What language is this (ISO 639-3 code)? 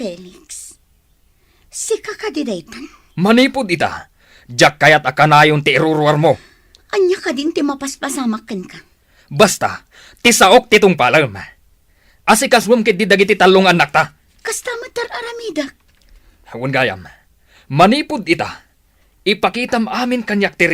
ilo